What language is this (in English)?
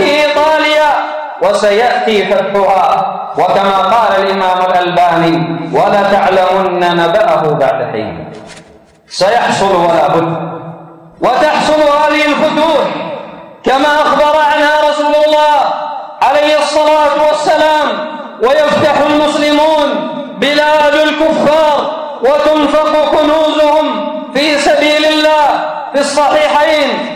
Arabic